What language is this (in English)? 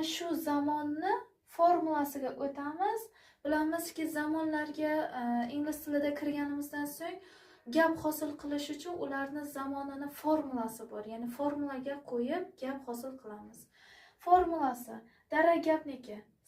Uzbek